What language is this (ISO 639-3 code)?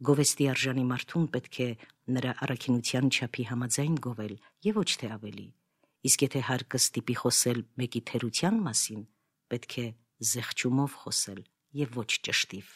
hye